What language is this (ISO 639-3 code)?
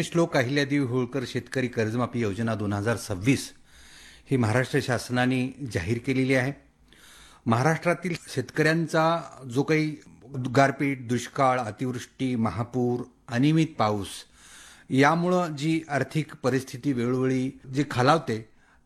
mar